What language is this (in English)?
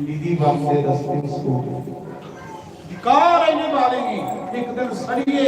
Dogri